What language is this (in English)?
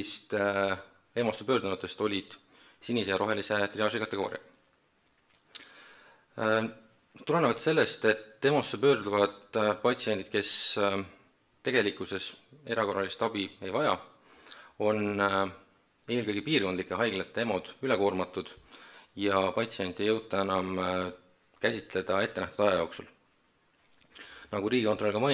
Estonian